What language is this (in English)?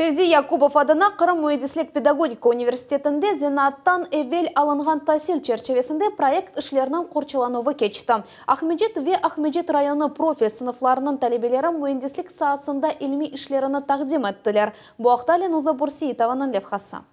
Crimean Tatar